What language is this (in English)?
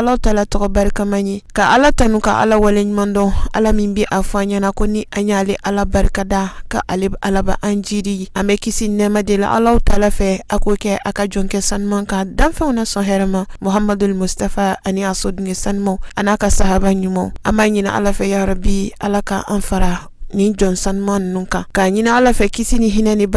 Bambara